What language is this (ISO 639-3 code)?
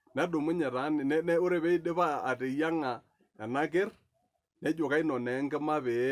mas